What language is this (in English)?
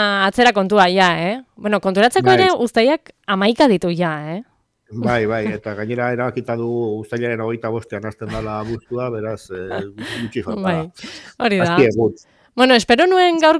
Basque